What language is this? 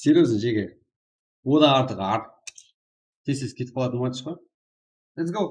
Kara-Kalpak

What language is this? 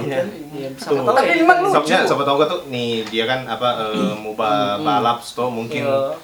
Manado Malay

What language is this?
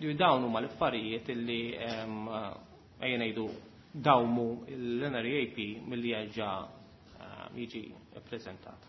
Maltese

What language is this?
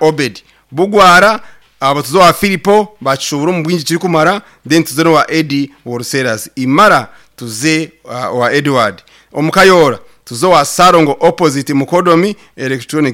Nyankole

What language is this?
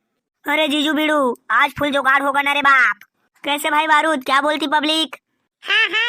Chhattisgarhi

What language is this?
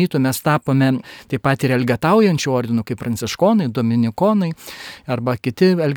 Lithuanian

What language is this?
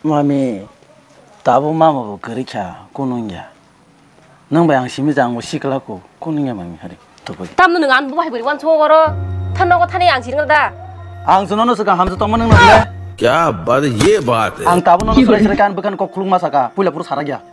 Kok Borok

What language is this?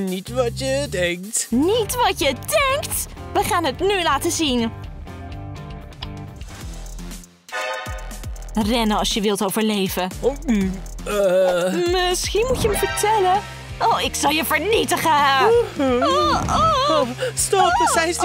Dutch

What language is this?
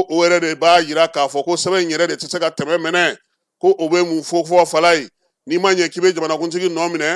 Bambara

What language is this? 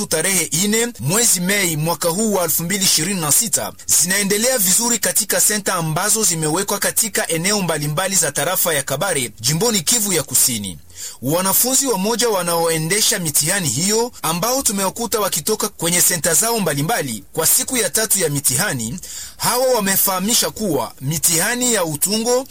Swahili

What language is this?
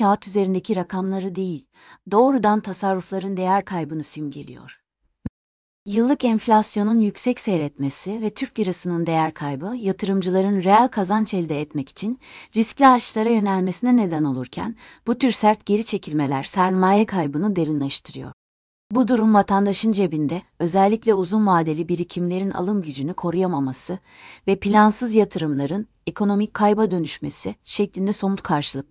Turkish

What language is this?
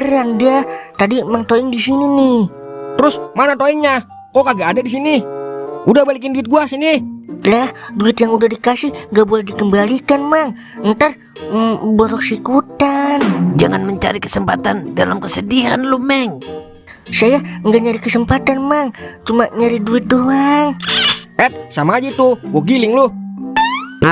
Betawi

